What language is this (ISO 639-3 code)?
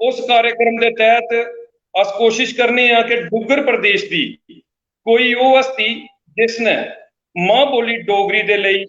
doi